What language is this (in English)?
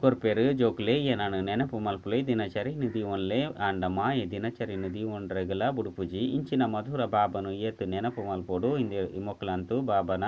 Tulu